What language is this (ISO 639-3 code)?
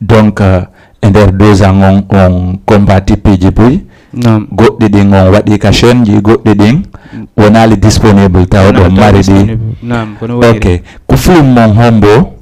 ful